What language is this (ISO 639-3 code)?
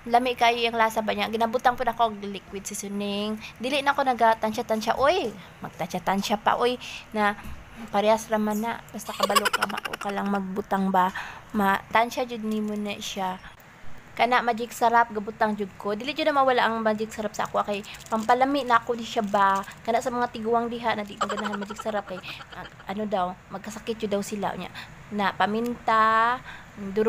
ceb